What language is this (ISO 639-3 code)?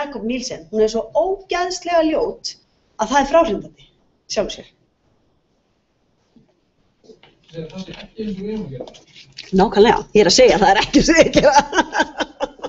isl